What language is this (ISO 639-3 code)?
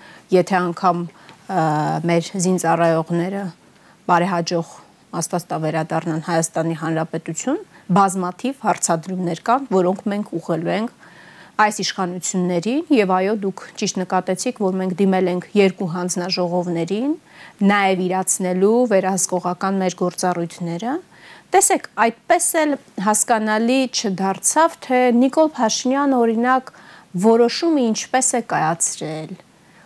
hye